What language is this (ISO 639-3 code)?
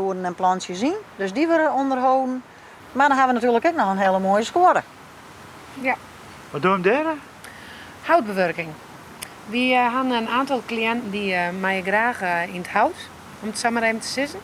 fry